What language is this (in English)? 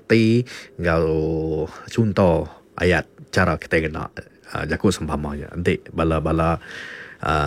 Iban